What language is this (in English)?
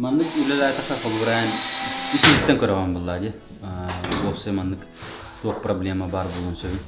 Yakut